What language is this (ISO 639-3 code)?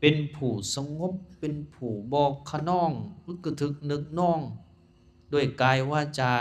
lao